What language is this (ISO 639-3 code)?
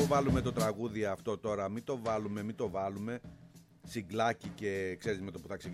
ell